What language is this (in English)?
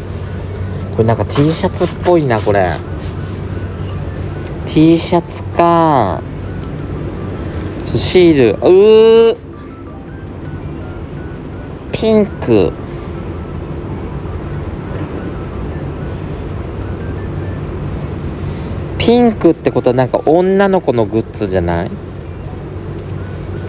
Japanese